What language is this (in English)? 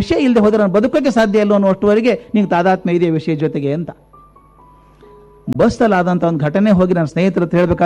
Kannada